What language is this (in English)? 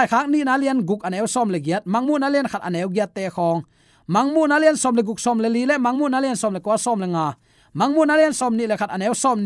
Tedim Chin